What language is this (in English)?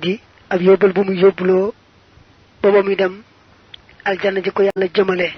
Wolof